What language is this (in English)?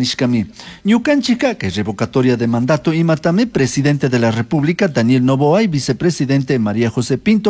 Chimborazo Highland Quichua